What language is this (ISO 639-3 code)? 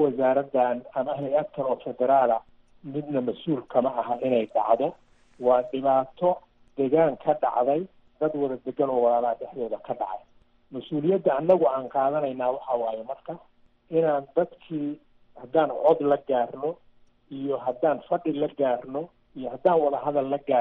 som